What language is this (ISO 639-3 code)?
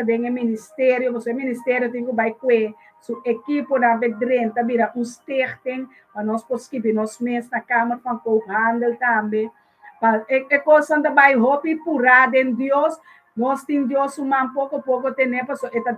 pap